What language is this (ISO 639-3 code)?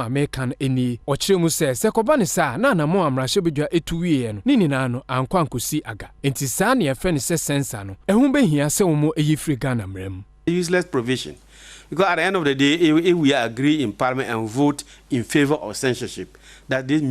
aka